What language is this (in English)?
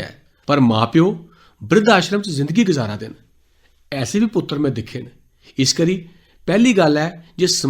Dogri